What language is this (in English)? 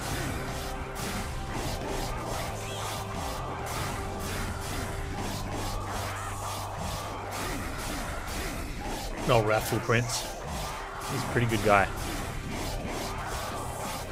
English